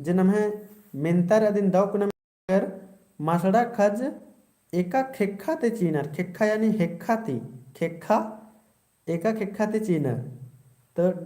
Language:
Kurukh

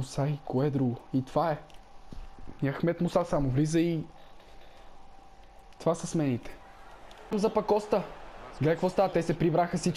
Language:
Bulgarian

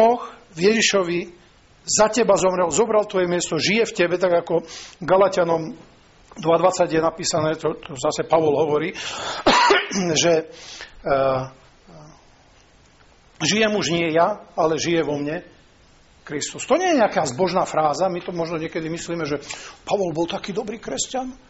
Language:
Slovak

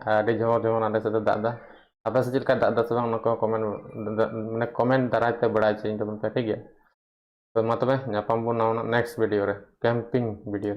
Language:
Santali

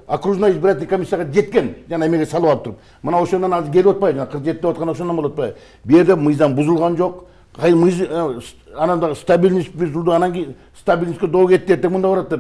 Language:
Kyrgyz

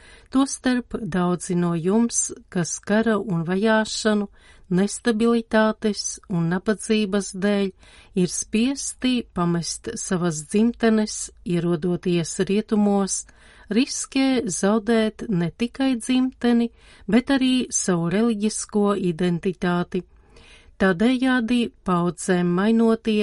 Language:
Latvian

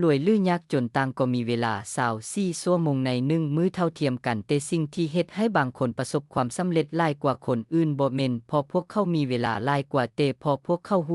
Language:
Lao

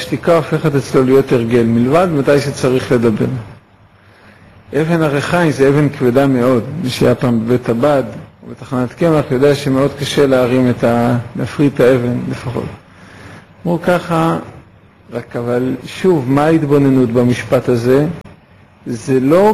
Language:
Hebrew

